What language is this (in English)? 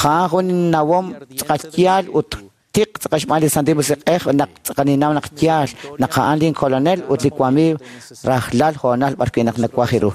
Kekchí